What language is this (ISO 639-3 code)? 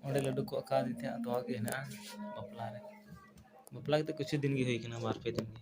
sat